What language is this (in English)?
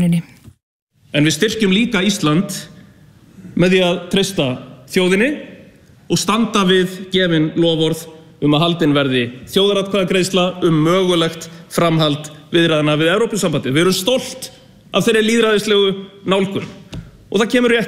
Icelandic